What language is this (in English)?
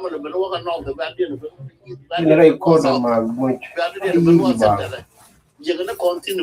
Nuer